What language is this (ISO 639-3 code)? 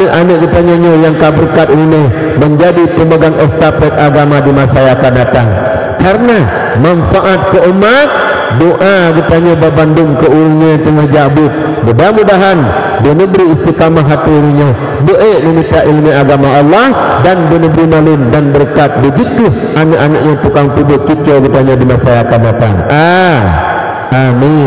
ace